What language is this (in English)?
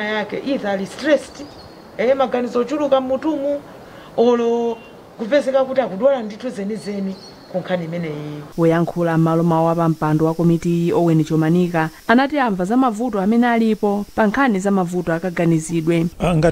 Nyanja